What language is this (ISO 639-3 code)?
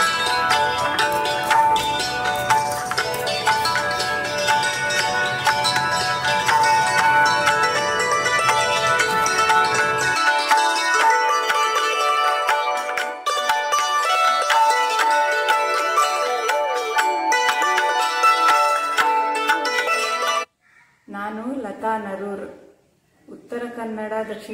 kan